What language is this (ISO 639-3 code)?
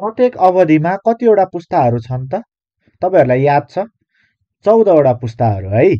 nep